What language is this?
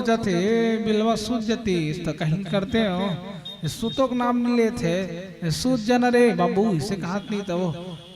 Chhattisgarhi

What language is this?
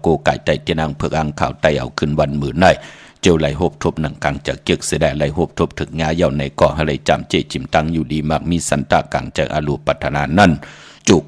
Shan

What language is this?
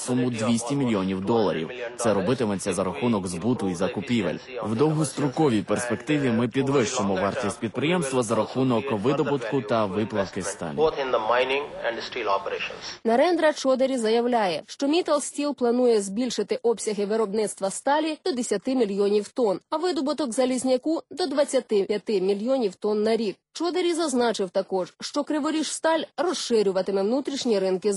Ukrainian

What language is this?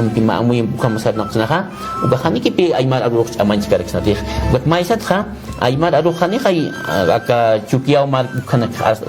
Aymara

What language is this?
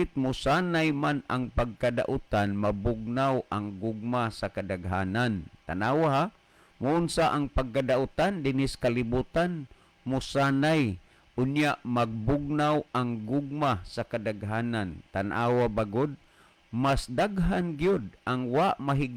Cebuano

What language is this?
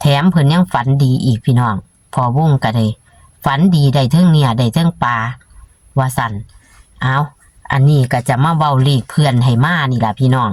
Northeastern Thai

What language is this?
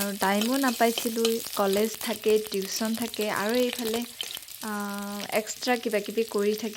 Assamese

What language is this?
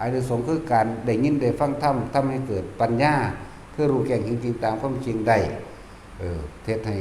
Northeastern Thai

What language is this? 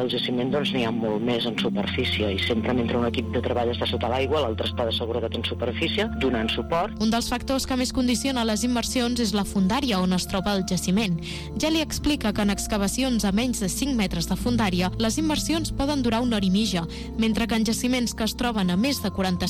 Catalan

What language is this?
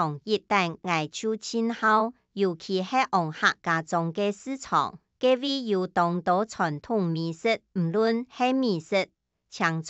Hakka Chinese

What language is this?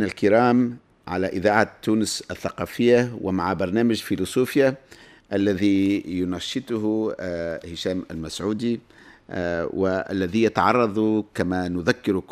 Tunisian Arabic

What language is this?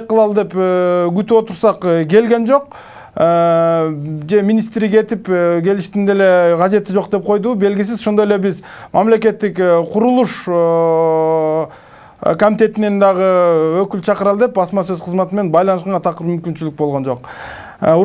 Kyrgyz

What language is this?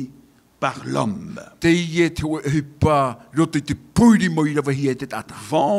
Tahitian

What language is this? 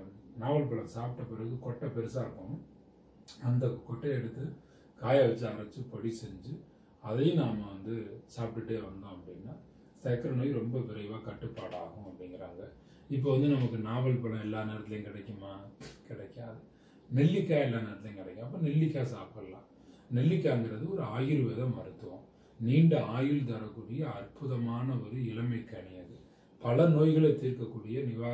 Tamil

